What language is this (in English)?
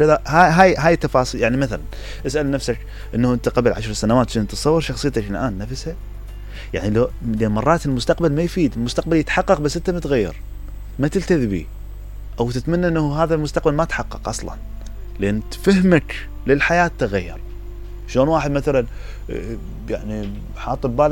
Mesopotamian Arabic